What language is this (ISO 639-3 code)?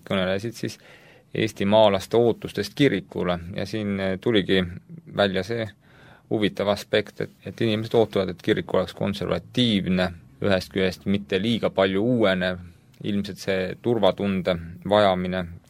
est